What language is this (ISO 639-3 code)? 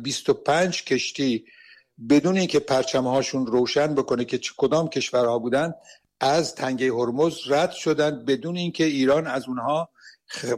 fas